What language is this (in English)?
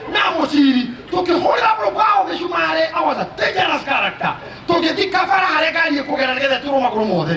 Kikuyu